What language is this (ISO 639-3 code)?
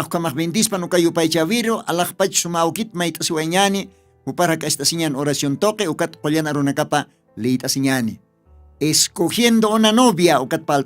aym